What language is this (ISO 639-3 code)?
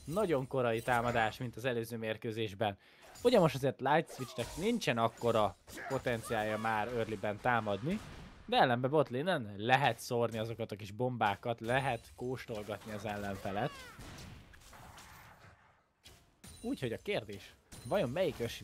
hun